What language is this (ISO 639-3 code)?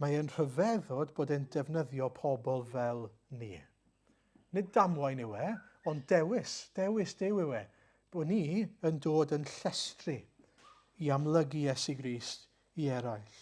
cym